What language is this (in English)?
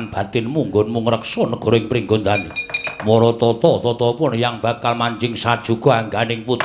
Javanese